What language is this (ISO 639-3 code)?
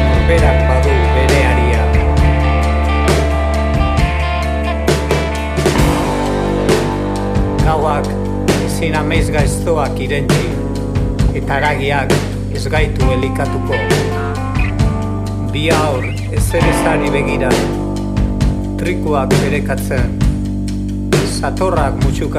eus